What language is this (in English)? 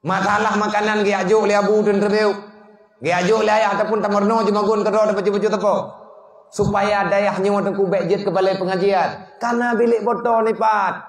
Achinese